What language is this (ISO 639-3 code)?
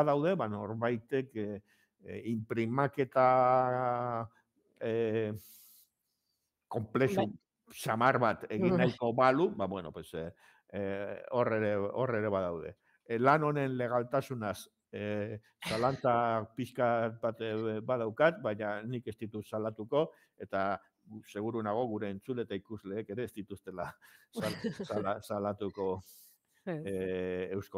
eus